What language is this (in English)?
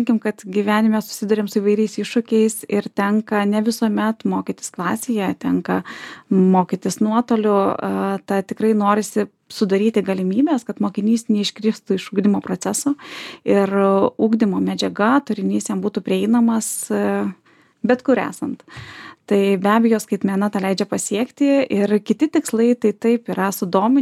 Lithuanian